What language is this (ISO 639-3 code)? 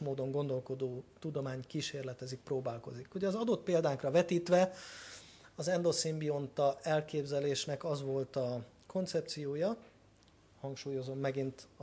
hun